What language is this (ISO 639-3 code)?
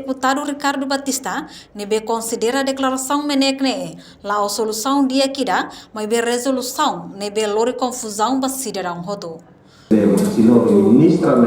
tet